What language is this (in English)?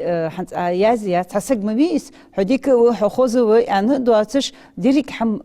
Ingush